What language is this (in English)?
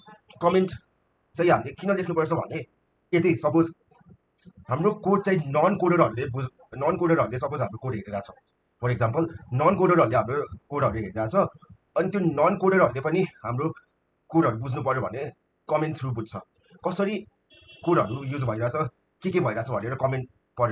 Nepali